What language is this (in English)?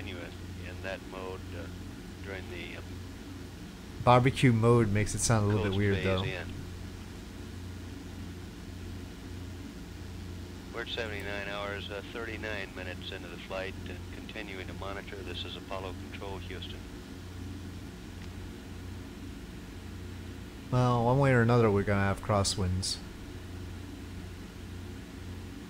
English